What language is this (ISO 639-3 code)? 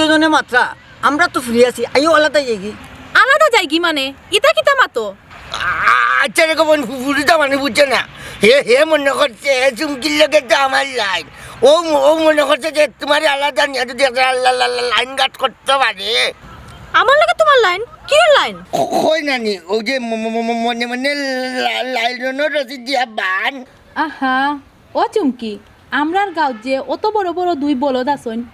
syl